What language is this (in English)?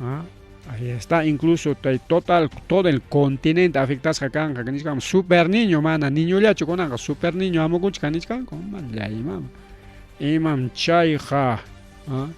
Ayacucho Quechua